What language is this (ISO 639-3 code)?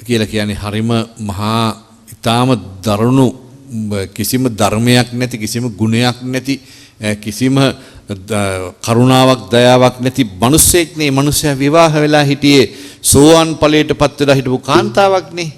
sin